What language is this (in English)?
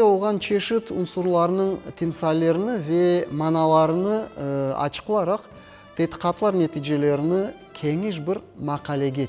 Crimean Tatar